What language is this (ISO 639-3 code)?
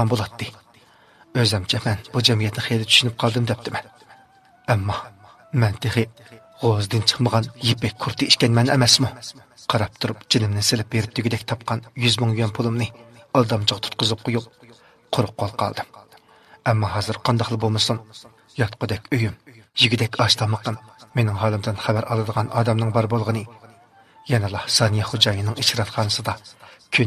uig